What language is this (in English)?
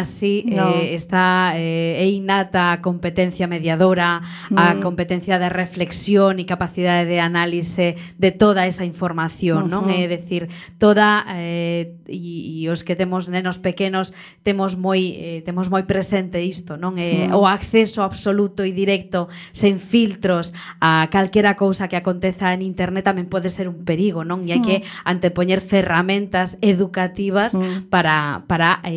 Galician